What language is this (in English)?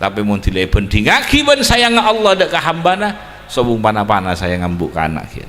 Madurese